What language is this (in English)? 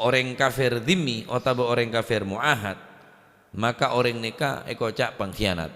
Madurese